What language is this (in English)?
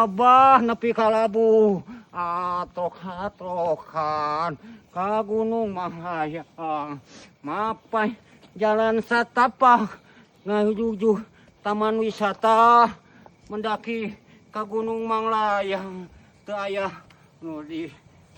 Sundanese